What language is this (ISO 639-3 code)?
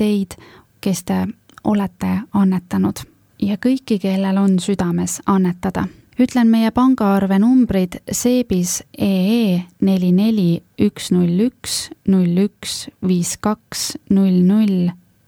est